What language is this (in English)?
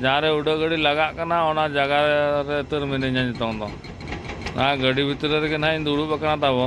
Santali